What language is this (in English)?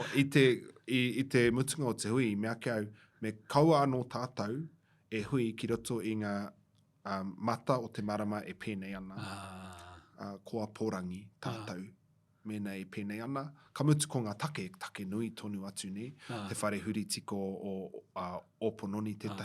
Māori